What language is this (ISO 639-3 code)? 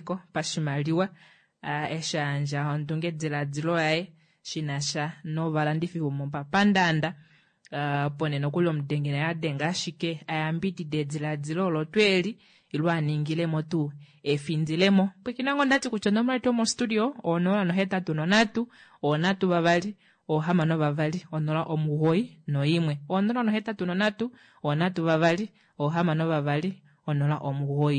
kua